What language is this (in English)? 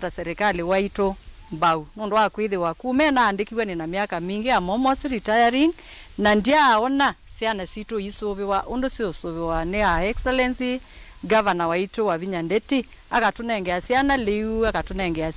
Kamba